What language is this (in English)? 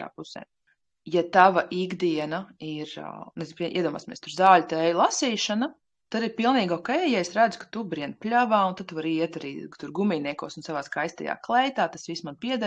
Latvian